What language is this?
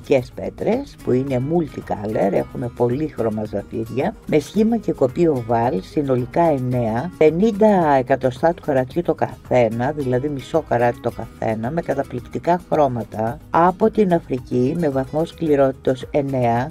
Greek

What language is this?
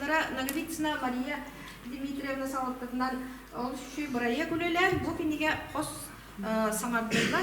Yakut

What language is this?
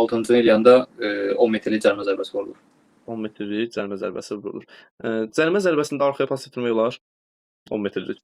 Azerbaijani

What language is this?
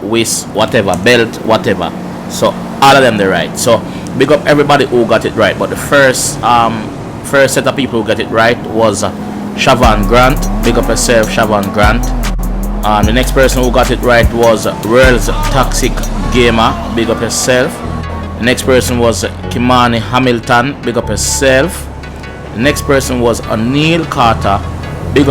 Jamaican Creole English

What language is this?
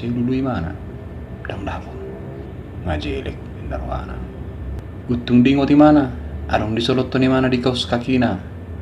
Batak Toba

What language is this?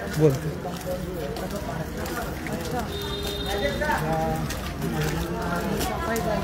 Marathi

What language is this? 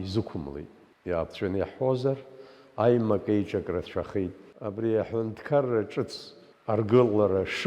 Abkhazian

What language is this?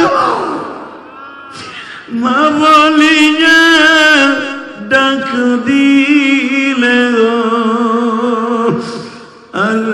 Bangla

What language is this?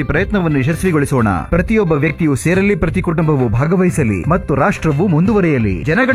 Kannada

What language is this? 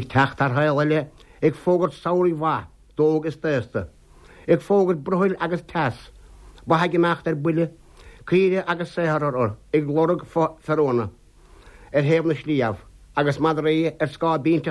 Irish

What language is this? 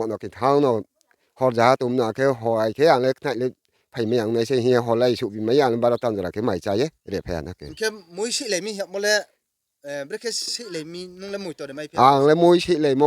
Riang (India)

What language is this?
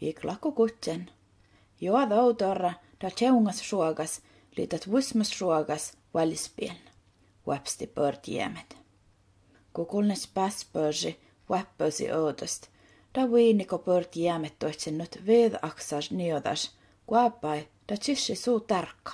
Skolt Sami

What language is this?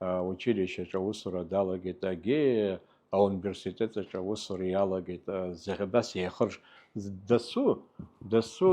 Abkhazian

